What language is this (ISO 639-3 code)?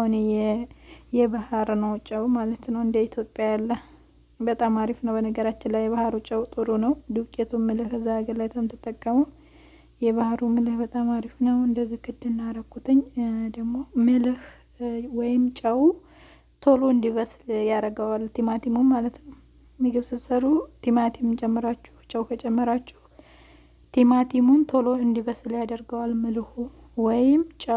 amh